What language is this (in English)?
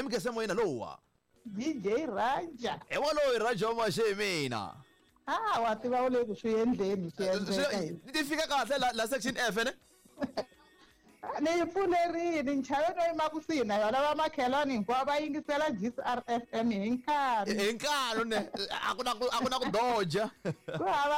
Tsonga